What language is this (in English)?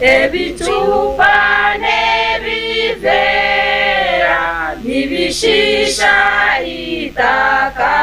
Nyankole